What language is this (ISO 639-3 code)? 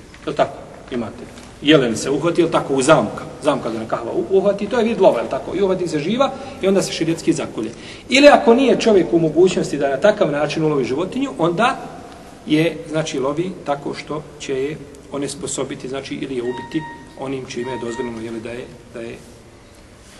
bos